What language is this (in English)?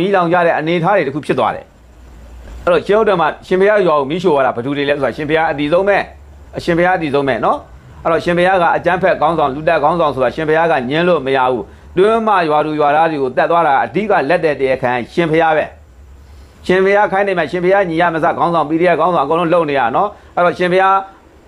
Burmese